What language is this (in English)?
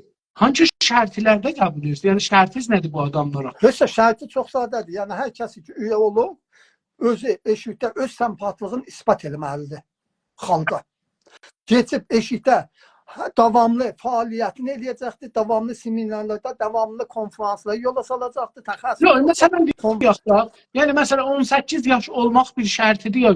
South Azerbaijani